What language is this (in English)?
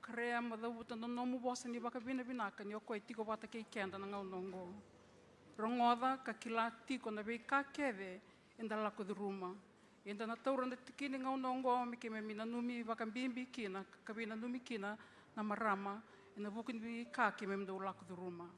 Fijian